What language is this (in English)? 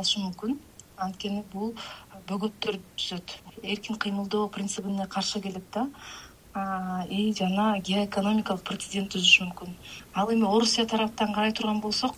Kyrgyz